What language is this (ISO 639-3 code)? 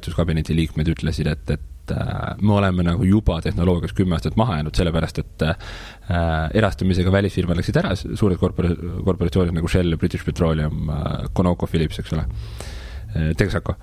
est